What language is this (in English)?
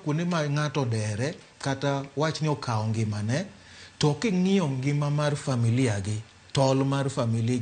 Luo (Kenya and Tanzania)